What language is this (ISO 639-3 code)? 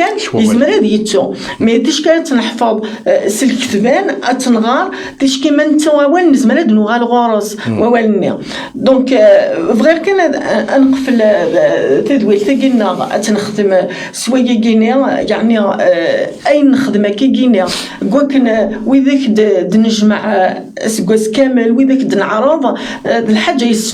kab